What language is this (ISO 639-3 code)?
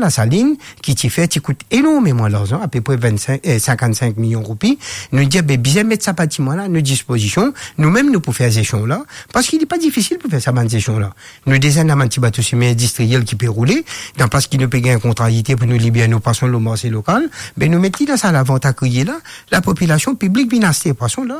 mfe